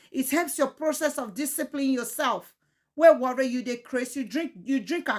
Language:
Nigerian Pidgin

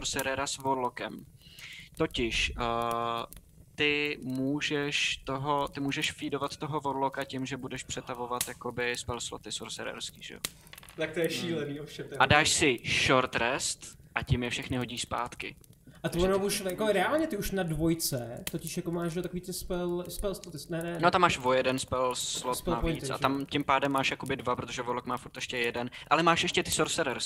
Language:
Czech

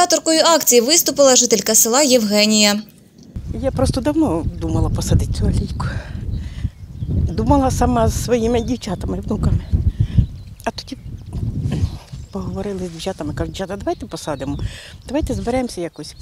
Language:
Ukrainian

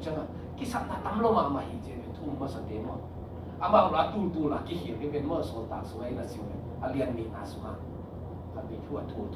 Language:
Tedim Chin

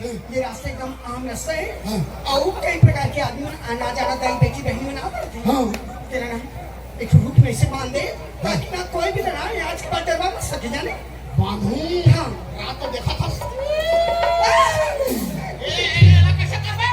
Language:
Chhattisgarhi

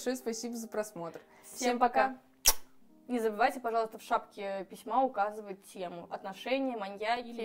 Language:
Russian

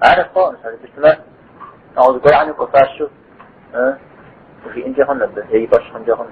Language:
Kabardian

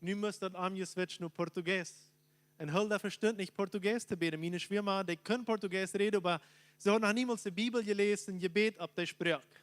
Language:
Plautdietsch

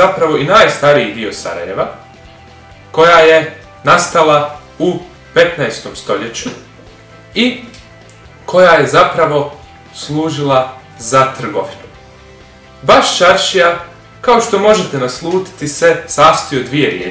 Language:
Bosnian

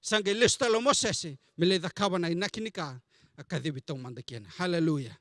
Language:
Fijian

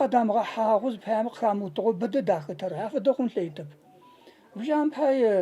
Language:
Adyghe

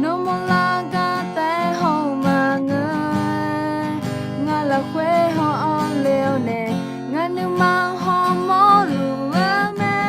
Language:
Akha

